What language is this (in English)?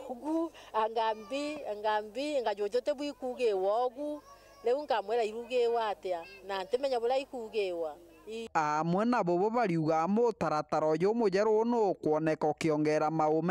Meru